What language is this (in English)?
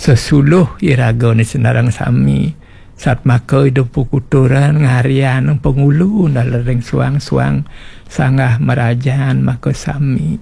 Balinese